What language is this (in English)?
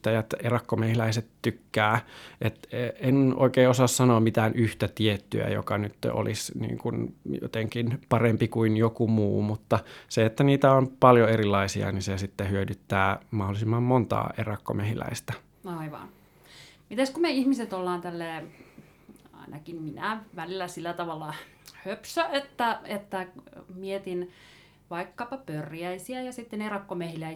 Finnish